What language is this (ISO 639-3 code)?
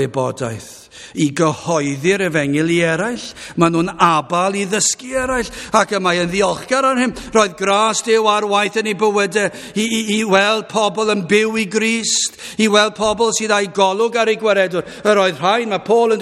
cym